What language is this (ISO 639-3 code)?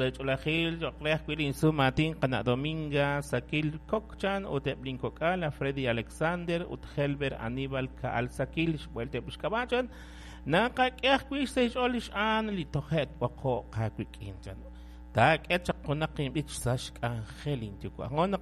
kek